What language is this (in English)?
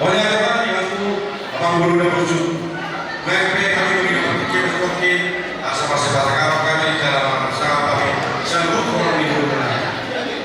Batak Toba